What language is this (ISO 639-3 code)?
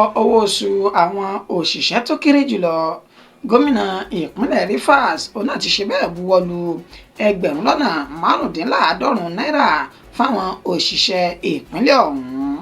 yor